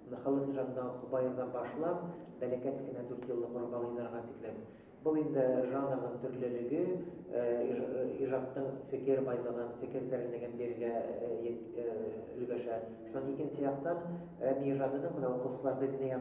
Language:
Bashkir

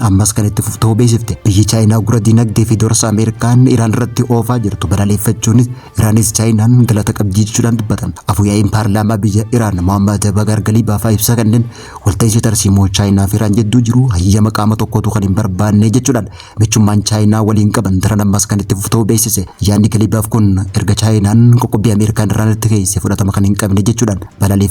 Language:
Oromo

